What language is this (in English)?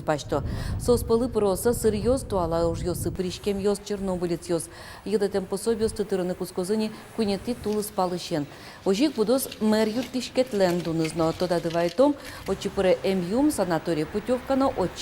Udmurt